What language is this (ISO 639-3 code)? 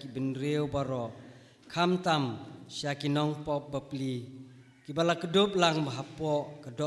kha